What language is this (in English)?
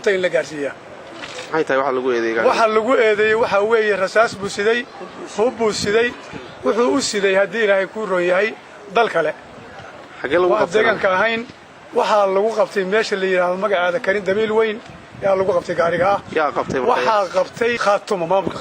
Somali